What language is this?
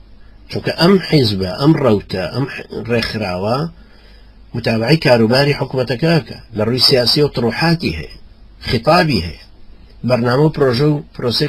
Central Kurdish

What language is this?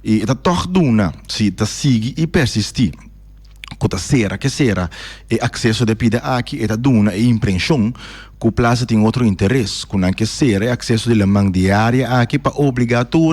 Papiamento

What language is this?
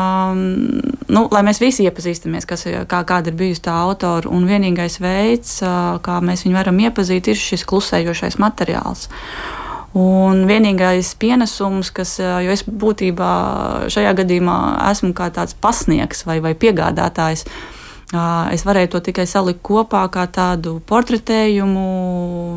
Latvian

